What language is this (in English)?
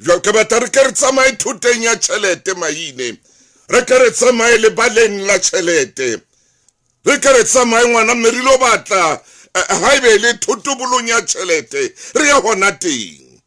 Southern Sotho